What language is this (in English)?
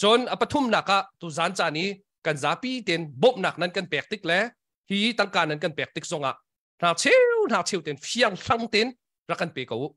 Hakha Chin